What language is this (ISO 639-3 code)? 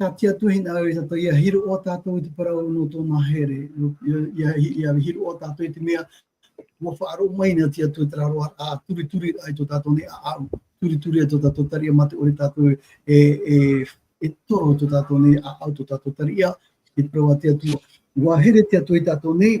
tah